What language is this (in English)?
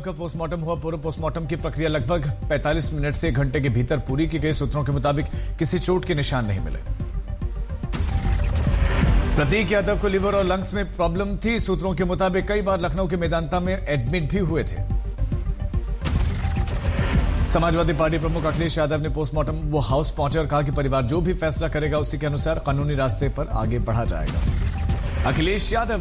Hindi